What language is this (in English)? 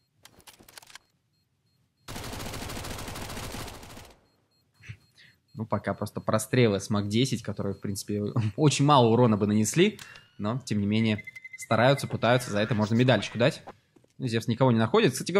Russian